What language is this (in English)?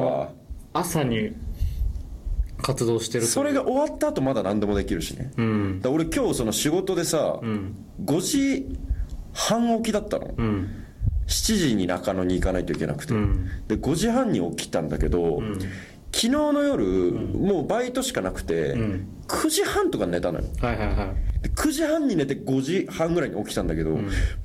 Japanese